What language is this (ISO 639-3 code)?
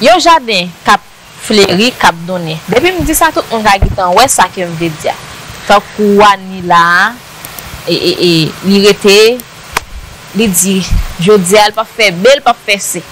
hat